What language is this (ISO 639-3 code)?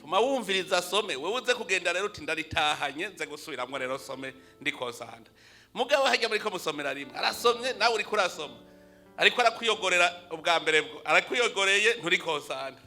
run